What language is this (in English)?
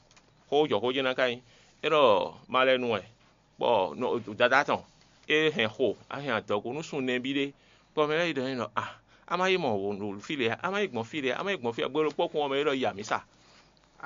Fon